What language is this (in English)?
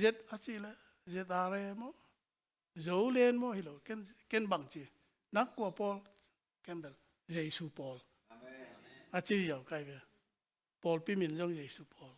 Tedim Chin